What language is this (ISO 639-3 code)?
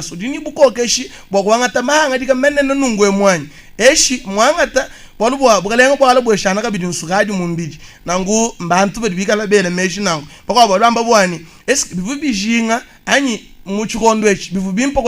lua